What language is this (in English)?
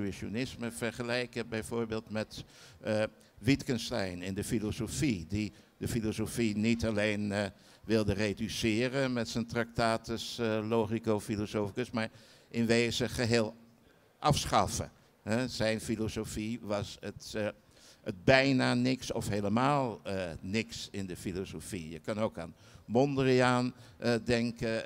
Dutch